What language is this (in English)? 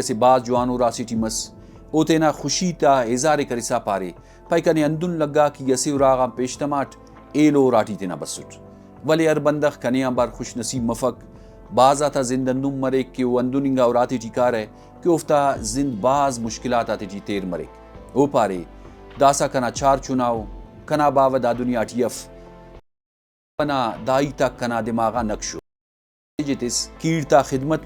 Brahui